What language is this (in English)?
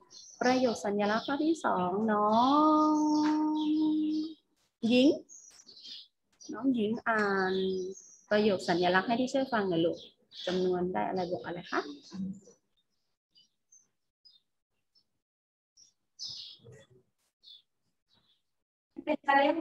Thai